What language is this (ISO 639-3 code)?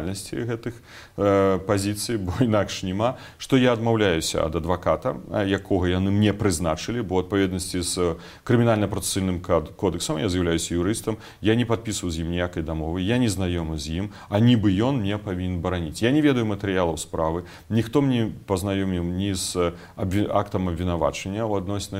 bel